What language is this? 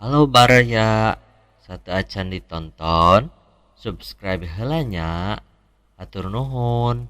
Sundanese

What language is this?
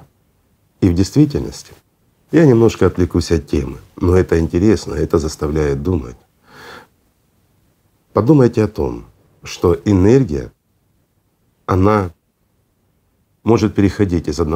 Russian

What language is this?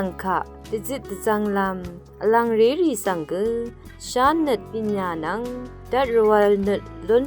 Rawang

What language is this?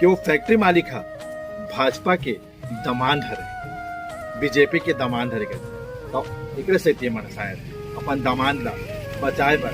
Chhattisgarhi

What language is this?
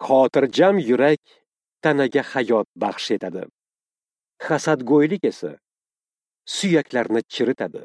Uzbek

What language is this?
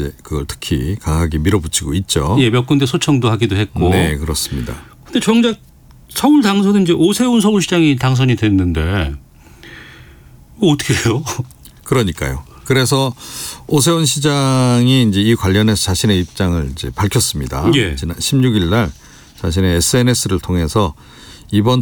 Korean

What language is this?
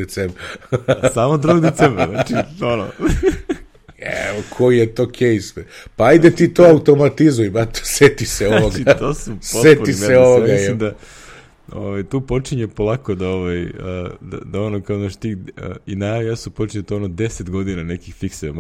Serbian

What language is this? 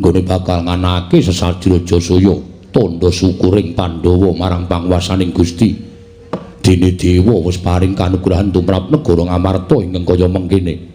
Javanese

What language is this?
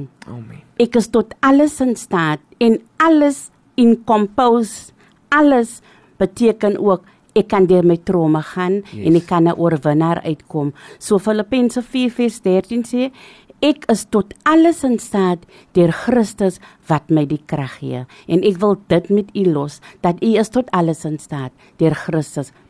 Afrikaans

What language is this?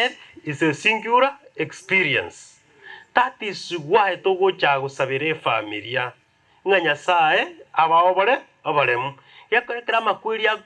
Gusii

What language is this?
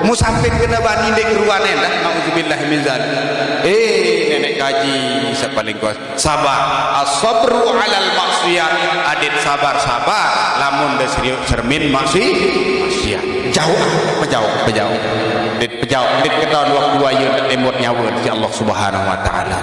Sasak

